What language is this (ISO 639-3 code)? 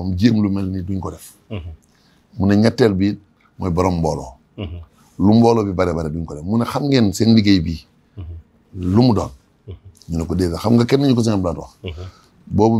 wol